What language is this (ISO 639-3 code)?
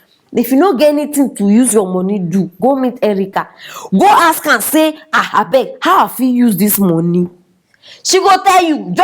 pcm